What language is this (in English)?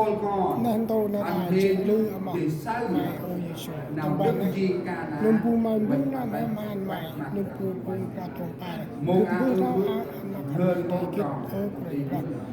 Central Mnong